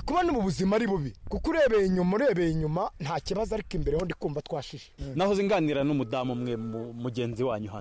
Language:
Kinyarwanda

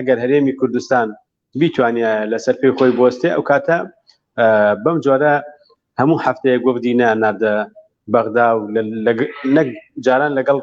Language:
Central Kurdish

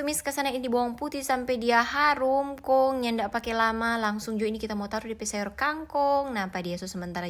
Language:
Manado Malay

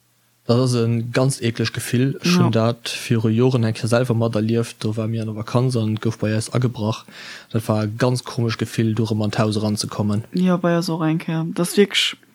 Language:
Luxembourgish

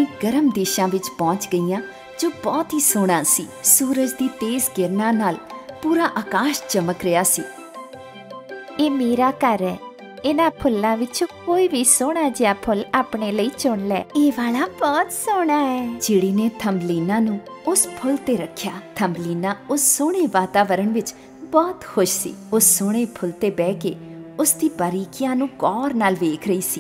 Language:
Punjabi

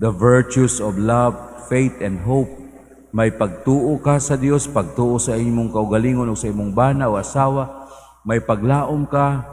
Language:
Cebuano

